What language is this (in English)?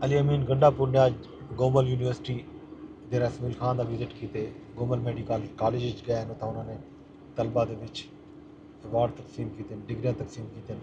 Saraiki